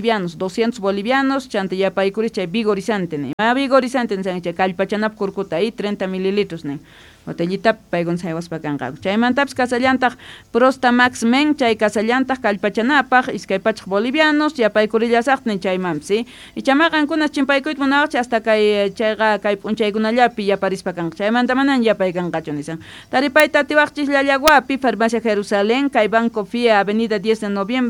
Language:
South Bolivian Quechua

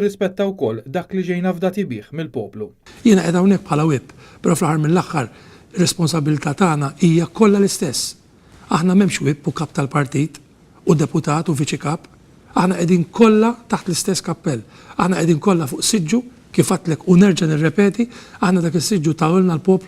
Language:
Maltese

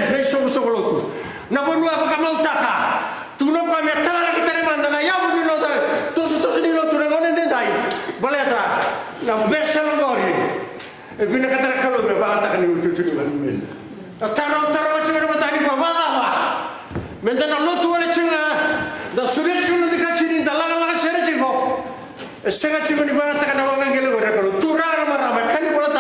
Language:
Fijian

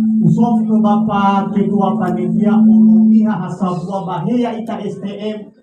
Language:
Nias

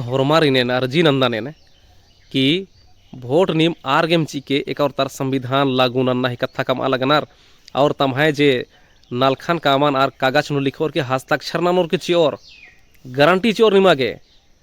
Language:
Kurukh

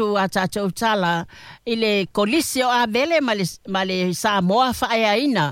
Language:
Samoan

